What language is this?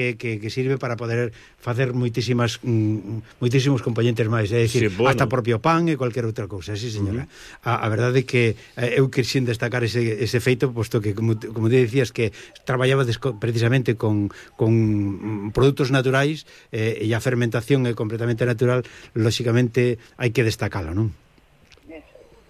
Galician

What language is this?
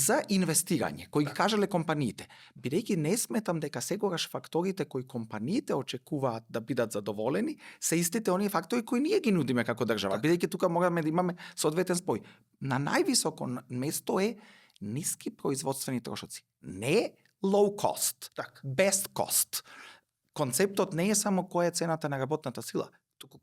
Macedonian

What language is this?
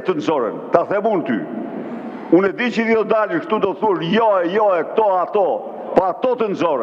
Albanian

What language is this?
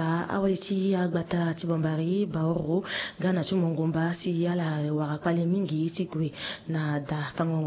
Sango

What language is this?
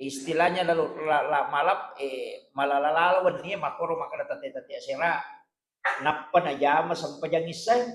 Buginese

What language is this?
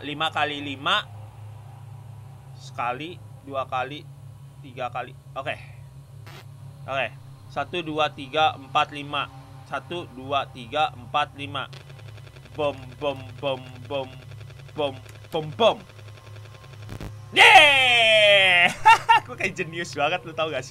Indonesian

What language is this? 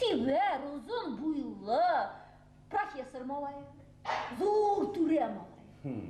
Bashkir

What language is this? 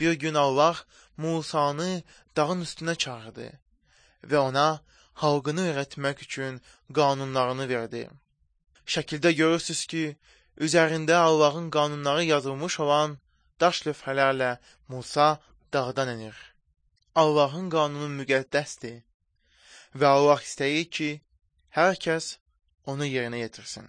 Azerbaijani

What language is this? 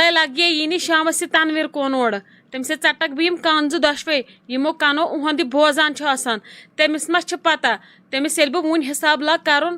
Kashmiri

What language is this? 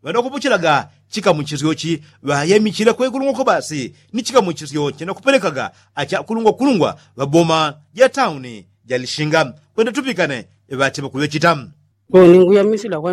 Yao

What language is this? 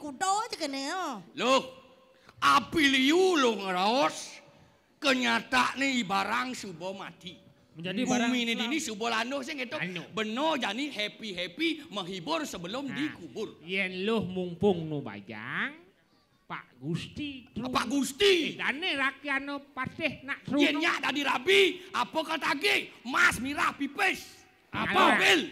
Balinese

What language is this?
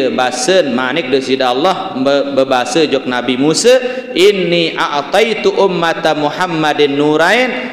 Sasak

